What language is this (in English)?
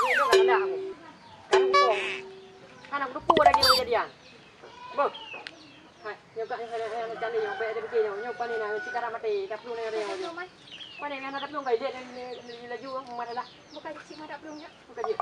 Achinese